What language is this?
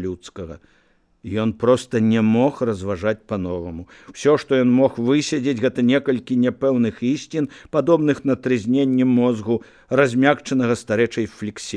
Belarusian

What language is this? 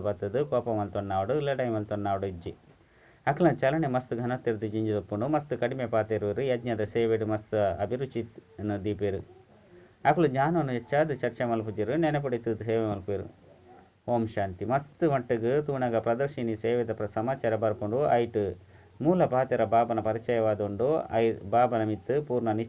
Tulu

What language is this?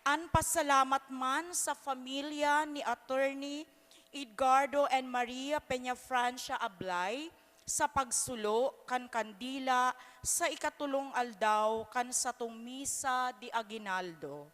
Bikol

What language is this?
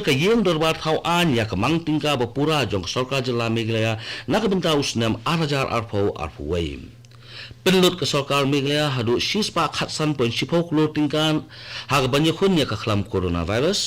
Khasi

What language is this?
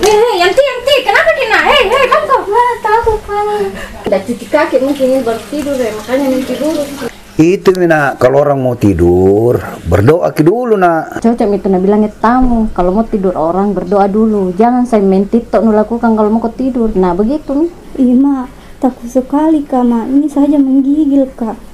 Makassar Malay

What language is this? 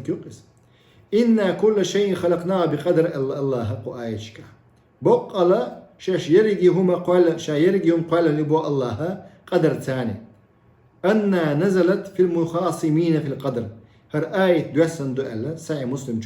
Chechen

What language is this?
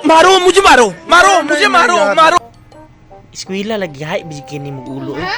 Cebuano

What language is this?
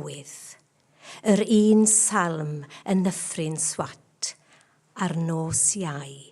Welsh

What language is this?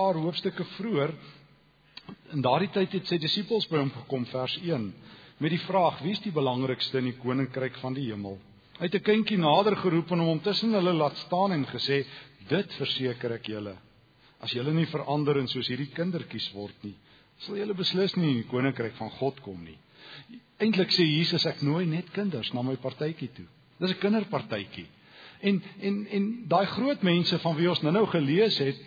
Afrikaans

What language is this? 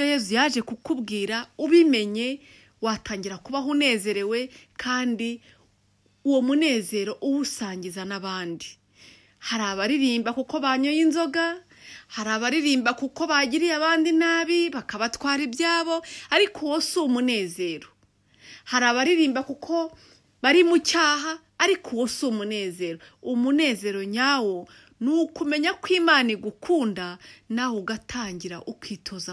Kinyarwanda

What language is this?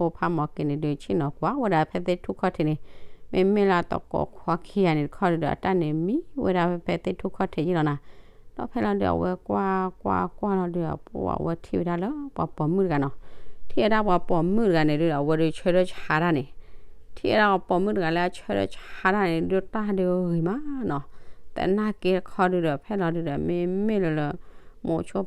S'gaw Karen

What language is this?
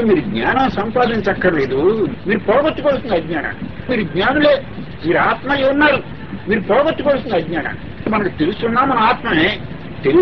Telugu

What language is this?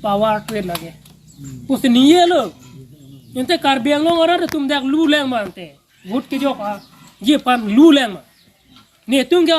Karbi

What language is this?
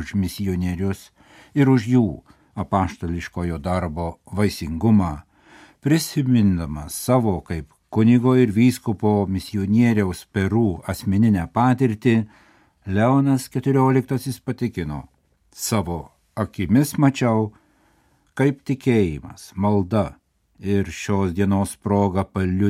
Lithuanian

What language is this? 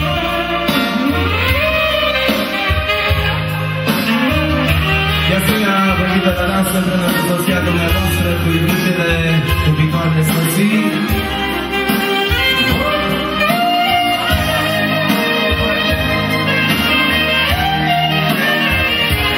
Romanian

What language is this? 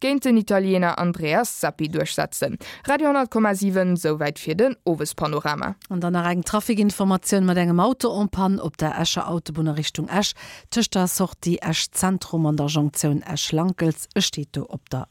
Luxembourgish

